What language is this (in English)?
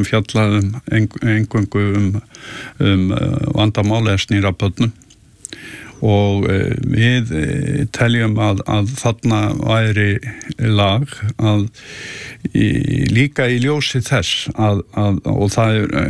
Icelandic